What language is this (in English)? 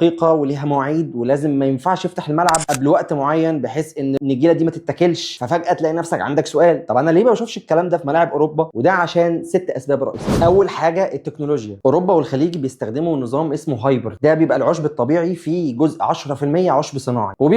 Egyptian Arabic